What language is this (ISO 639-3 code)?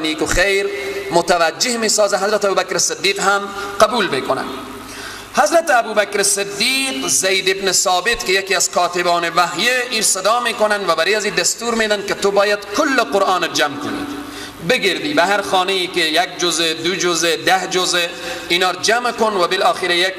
fas